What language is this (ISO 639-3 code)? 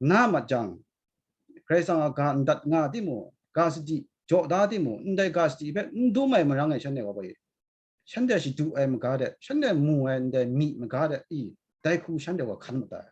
kac